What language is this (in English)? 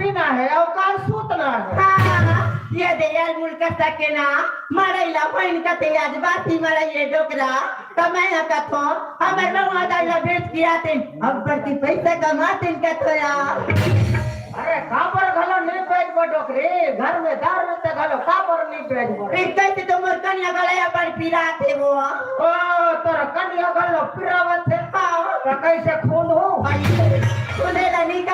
Chhattisgarhi